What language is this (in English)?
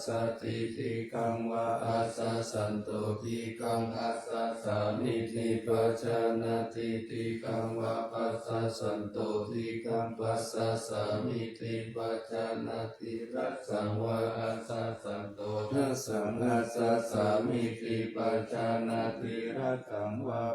Pali